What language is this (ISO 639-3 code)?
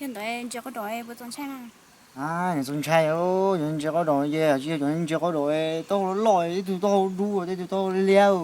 hmn